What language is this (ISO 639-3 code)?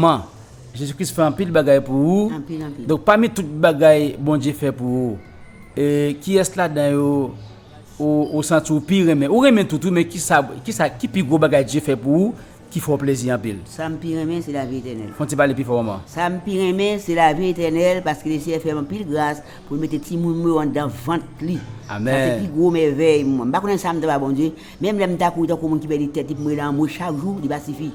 hat